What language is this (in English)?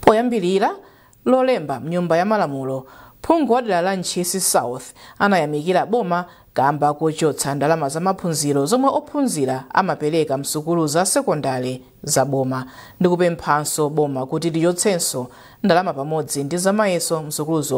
Nyanja